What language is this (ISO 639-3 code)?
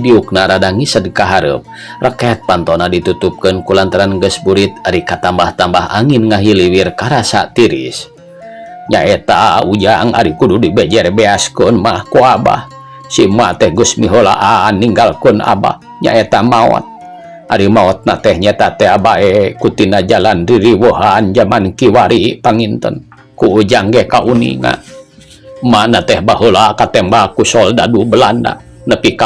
sun